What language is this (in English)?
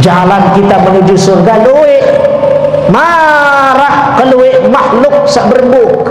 Sasak